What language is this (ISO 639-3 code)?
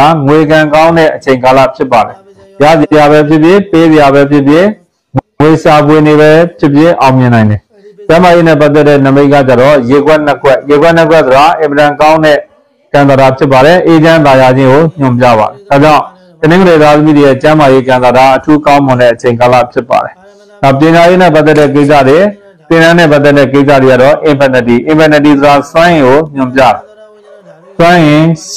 mya